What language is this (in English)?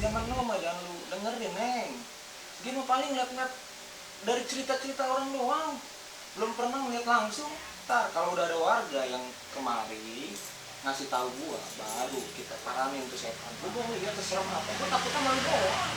Betawi